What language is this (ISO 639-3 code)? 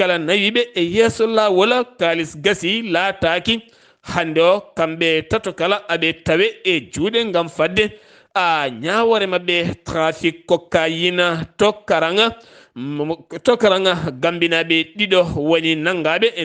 ful